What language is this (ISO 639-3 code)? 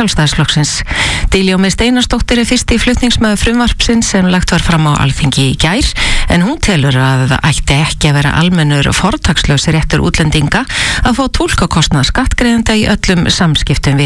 isl